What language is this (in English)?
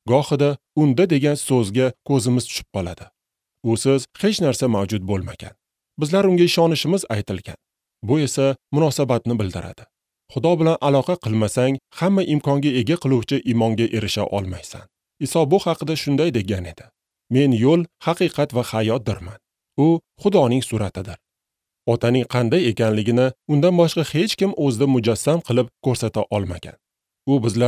Uzbek